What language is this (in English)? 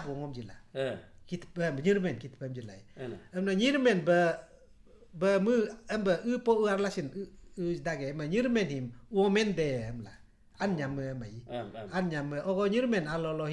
Galo